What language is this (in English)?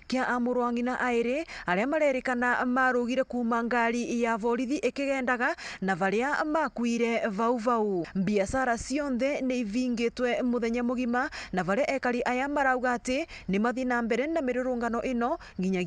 Meru